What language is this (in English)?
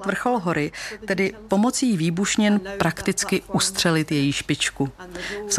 Czech